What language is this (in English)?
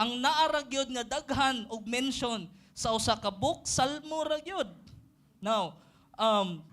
Cebuano